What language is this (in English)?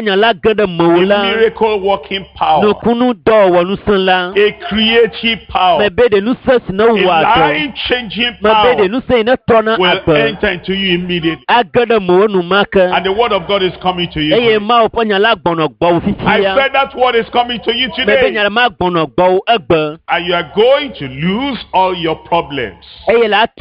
Ewe